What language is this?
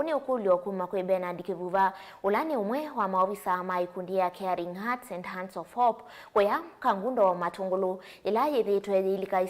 Kamba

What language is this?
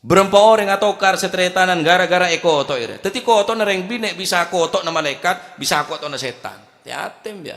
Madurese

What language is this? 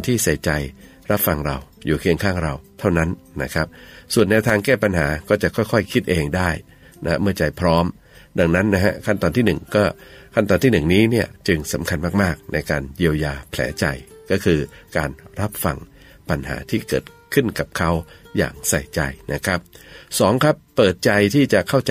Thai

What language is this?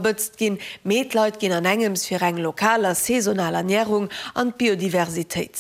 Luxembourgish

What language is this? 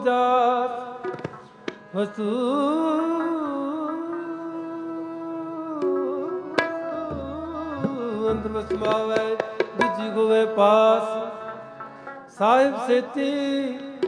Punjabi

